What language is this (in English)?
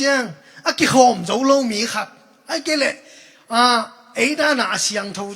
Tedim Chin